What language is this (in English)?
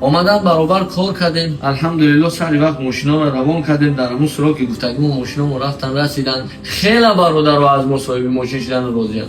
Tajik